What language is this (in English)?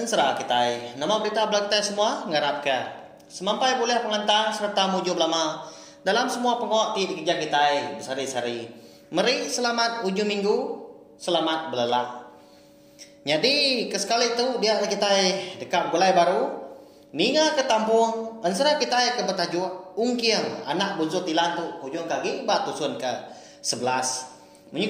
Iban